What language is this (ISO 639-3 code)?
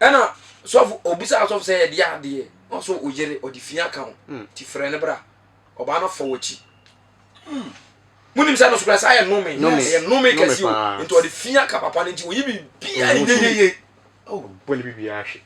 aka